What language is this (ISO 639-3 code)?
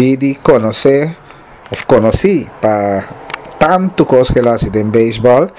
pap